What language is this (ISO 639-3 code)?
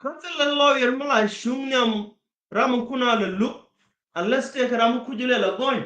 nus